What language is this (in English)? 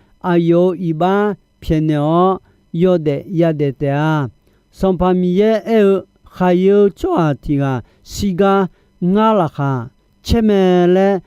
Akha